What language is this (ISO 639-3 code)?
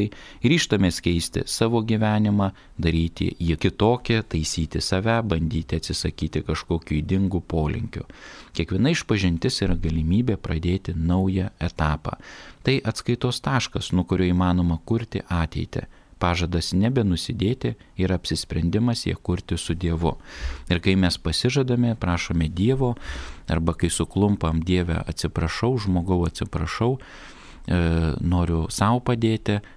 lit